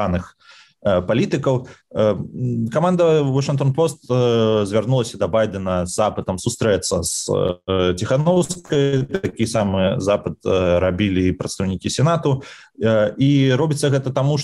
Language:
Belarusian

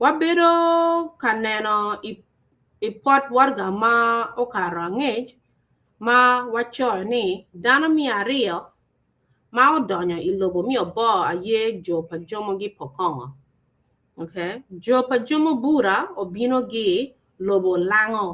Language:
Acoli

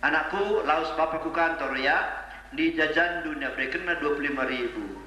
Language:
Batak Karo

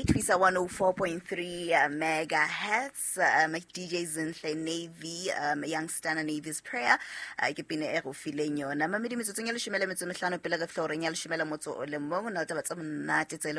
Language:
Southern Sotho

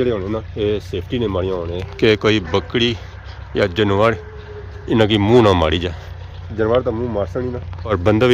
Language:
Pahari-Potwari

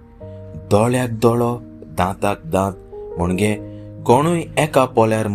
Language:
Konkani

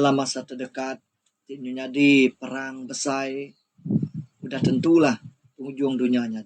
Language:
Iban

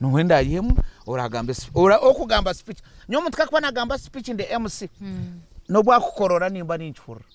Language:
Nyankole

